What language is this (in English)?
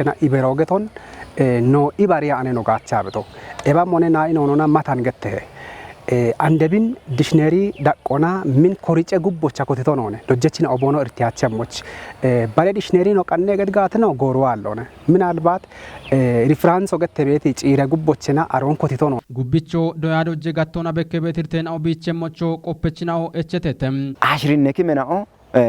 Kafa